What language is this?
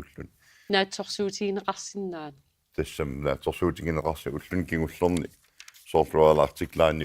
Kalaallisut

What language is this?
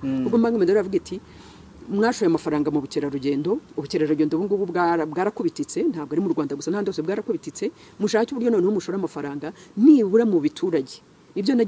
Kinyarwanda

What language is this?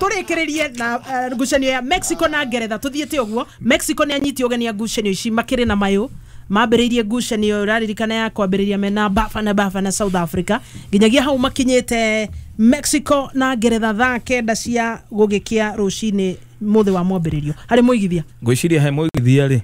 Kikuyu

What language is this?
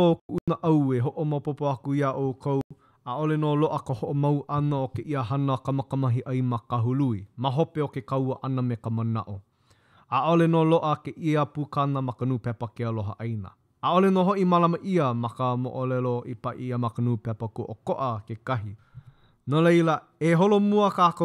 Hawaiian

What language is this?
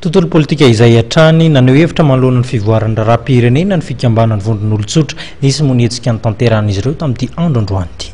Malagasy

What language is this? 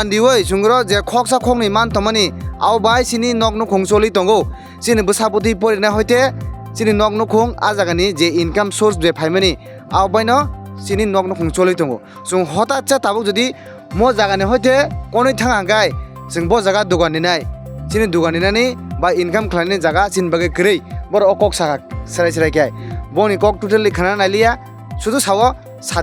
Kok Borok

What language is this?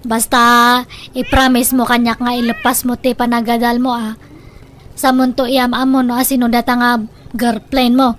Iloko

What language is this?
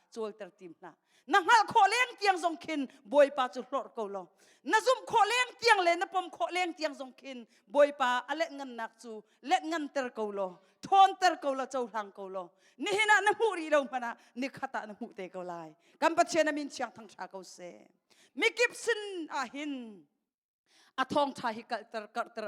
Hakha Chin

